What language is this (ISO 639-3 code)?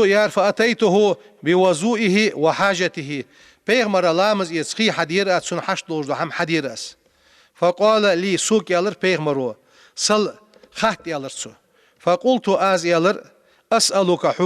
inh